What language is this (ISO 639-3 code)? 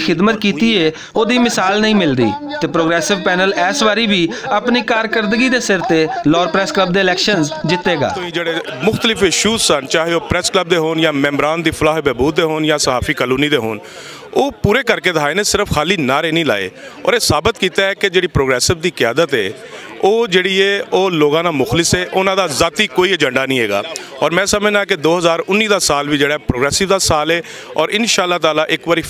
lah